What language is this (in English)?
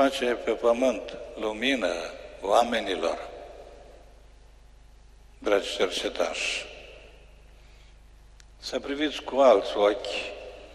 Romanian